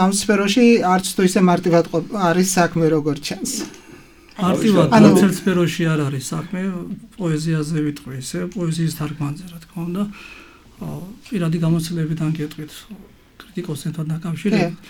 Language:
Georgian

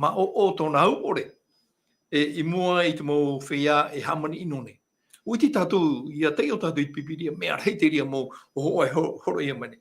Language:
Tahitian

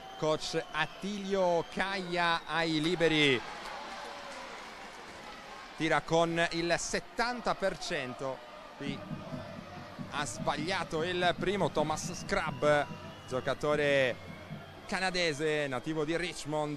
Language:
Italian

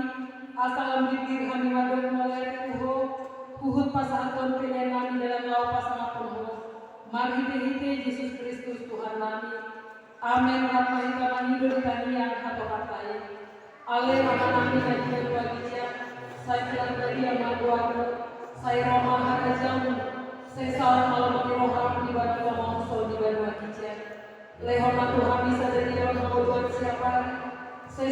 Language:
Batak Toba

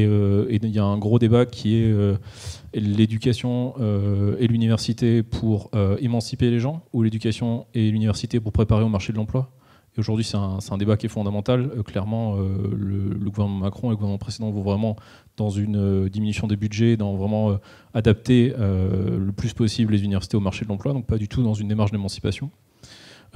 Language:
French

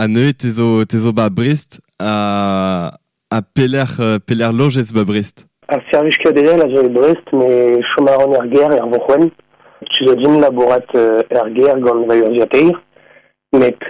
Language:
Breton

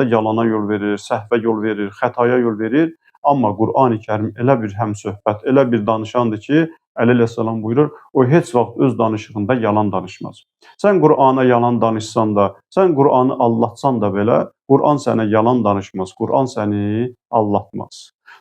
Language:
Azerbaijani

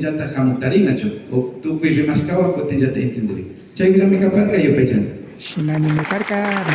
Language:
Imbabura Highland Quichua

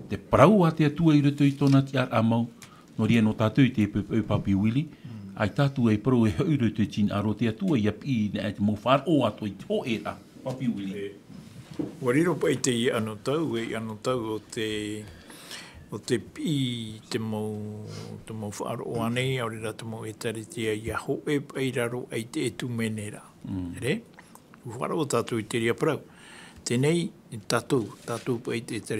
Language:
Tahitian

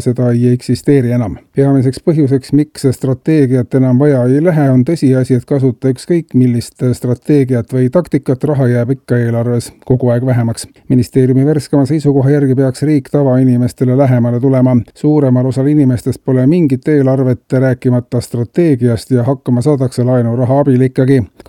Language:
Estonian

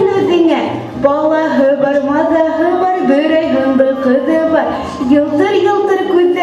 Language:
Bashkir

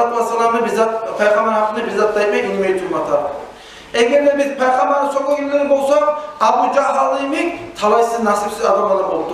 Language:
Kumyk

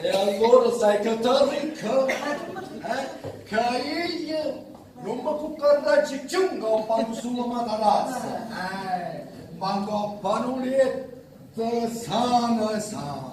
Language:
Neapolitan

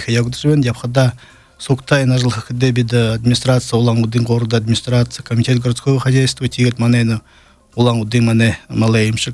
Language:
Buriat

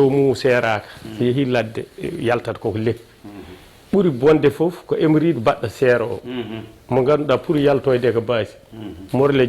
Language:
Fula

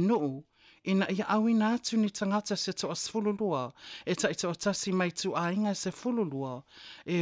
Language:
Samoan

